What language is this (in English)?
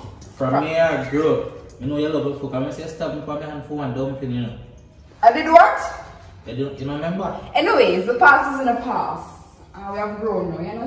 Jamaican Creole English